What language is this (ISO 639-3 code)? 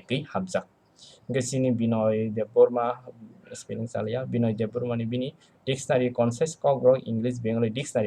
trp